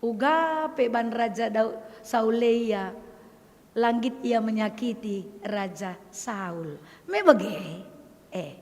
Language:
Batak Karo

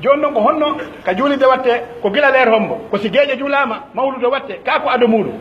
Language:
Pular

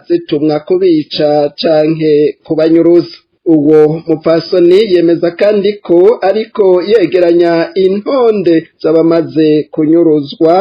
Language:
Rundi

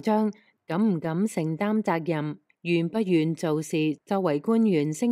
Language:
Cantonese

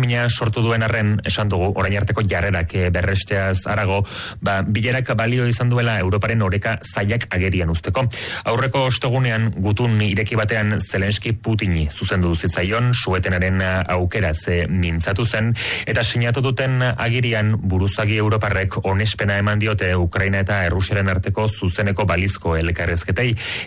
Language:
Basque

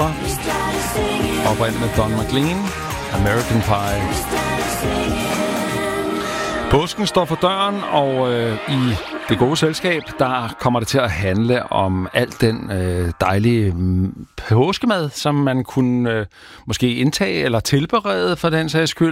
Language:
Danish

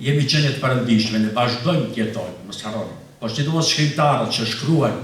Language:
Albanian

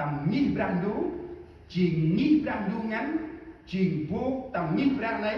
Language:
Central Mnong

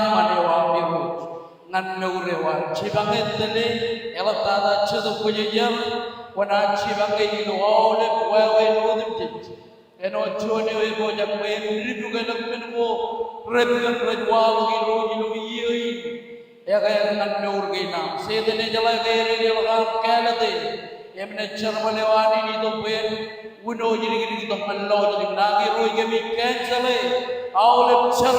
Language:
Marshallese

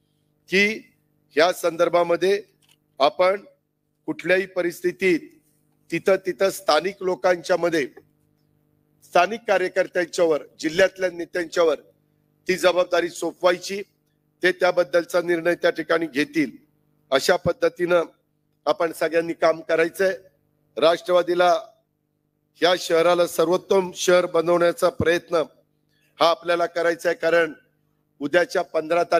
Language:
Marathi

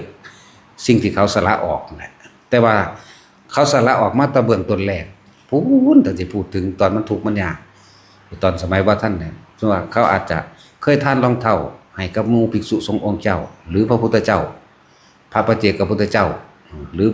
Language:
Northeastern Thai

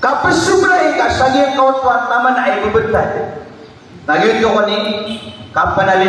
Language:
Maranao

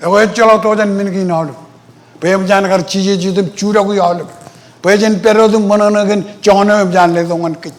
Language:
Marshallese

